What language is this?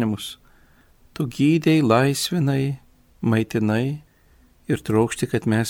Lithuanian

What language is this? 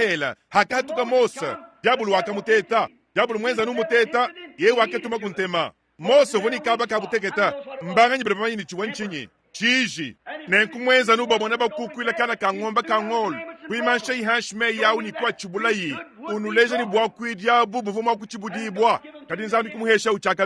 Luba-Lulua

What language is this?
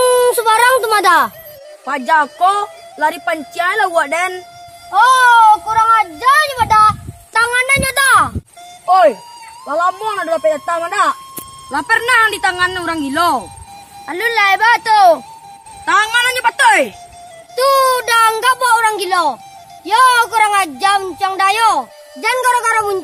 Minangkabau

